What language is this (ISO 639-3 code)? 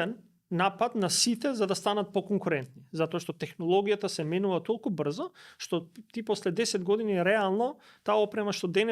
mkd